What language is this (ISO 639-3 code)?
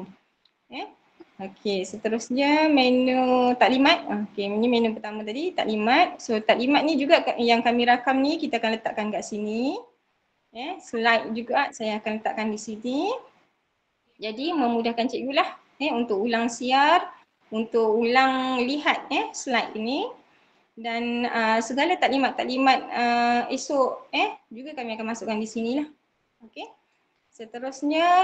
msa